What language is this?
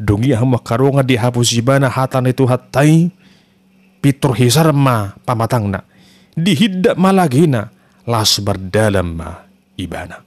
Batak Toba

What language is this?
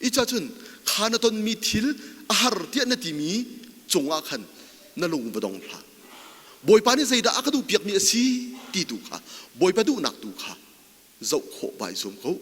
Hakha Chin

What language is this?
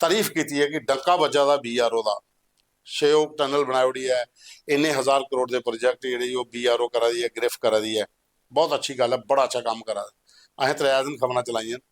Dogri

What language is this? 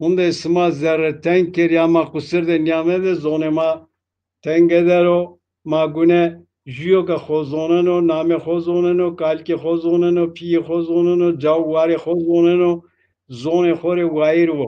Zaza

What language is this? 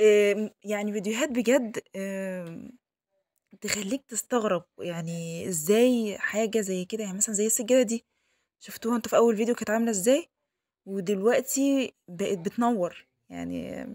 Egyptian Arabic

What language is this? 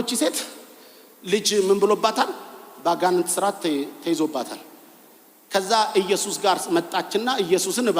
Amharic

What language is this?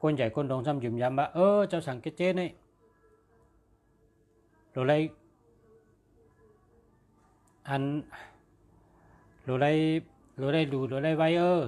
Shan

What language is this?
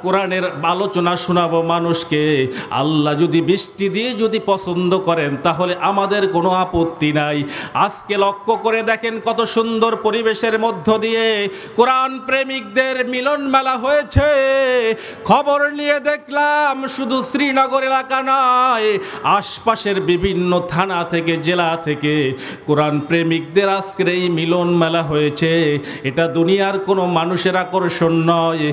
Bangla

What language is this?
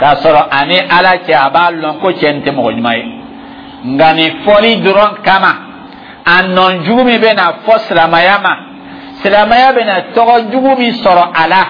Dyula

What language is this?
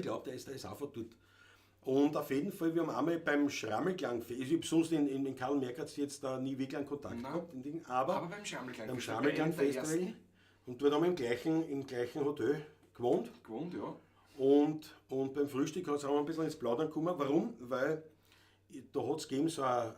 Bavarian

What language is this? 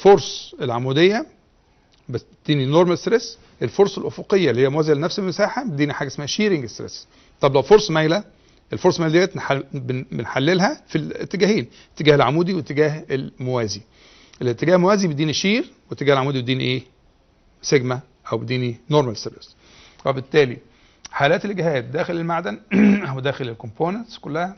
Egyptian Arabic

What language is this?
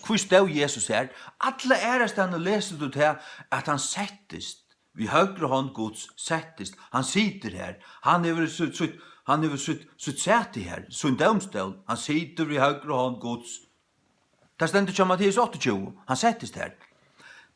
Faroese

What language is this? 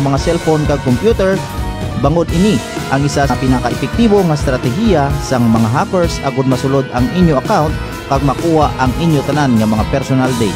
Hiligaynon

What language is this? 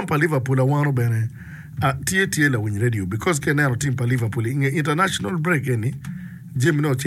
Acoli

